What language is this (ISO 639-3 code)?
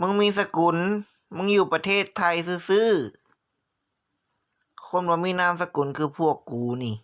tts